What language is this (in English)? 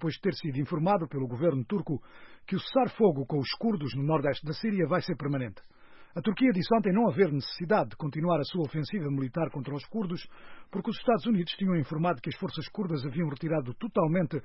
Portuguese